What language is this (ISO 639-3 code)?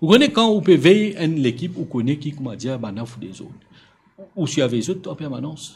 mfe